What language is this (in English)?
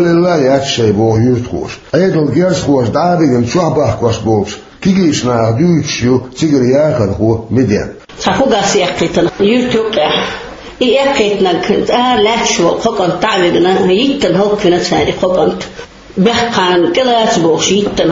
Chechen